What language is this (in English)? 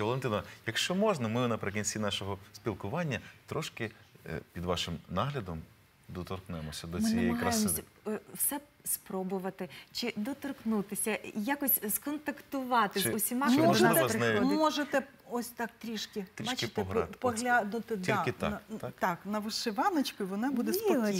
Ukrainian